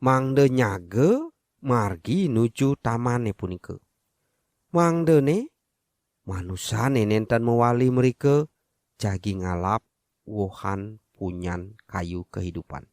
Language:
Balinese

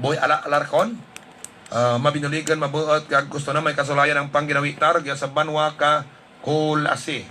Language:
Hiligaynon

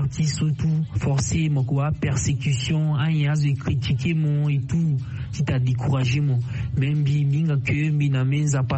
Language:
Sango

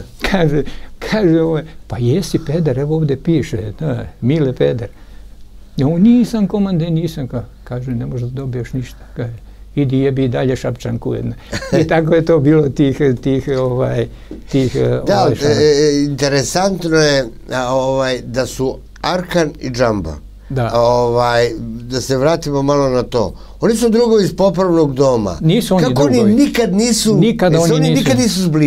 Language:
Serbian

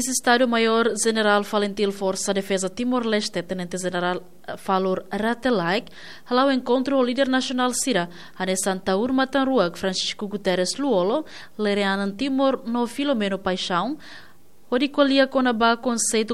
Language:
Tetum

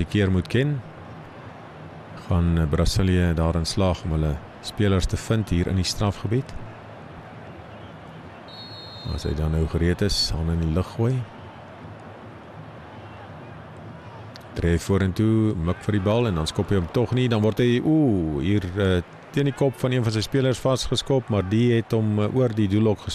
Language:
Afrikaans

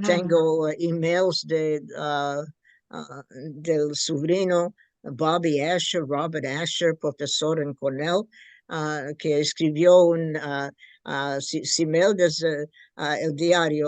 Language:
Ladino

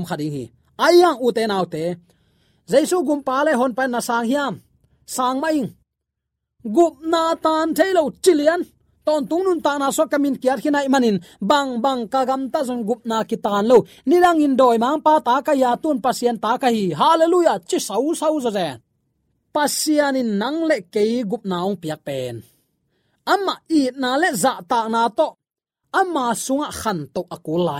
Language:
Tedim Chin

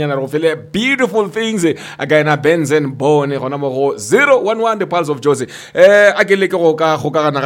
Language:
Northern Sotho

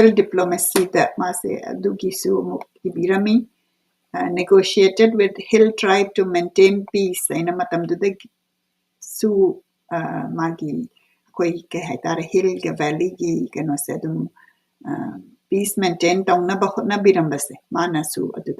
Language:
Manipuri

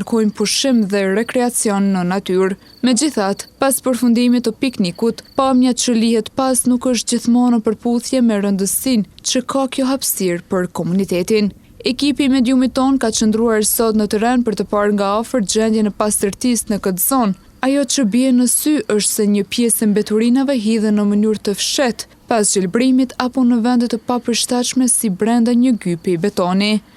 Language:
Albanian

